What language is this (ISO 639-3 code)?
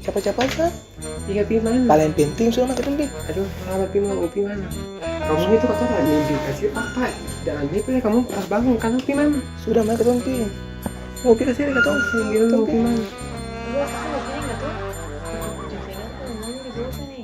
abs